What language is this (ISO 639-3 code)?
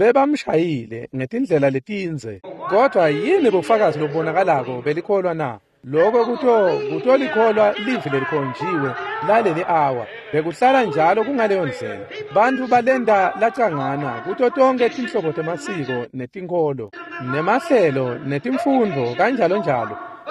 ssw